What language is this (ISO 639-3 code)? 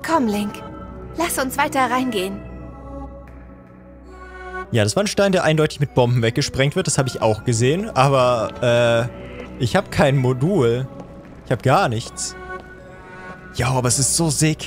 deu